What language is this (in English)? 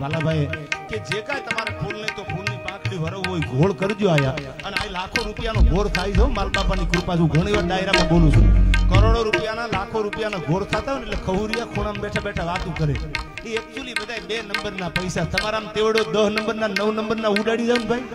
Gujarati